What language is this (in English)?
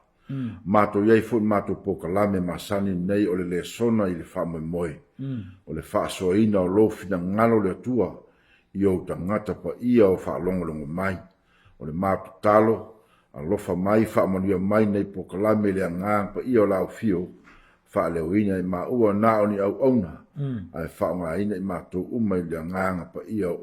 Samoan